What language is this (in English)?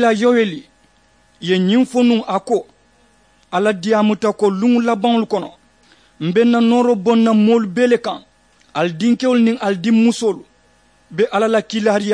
Mandingo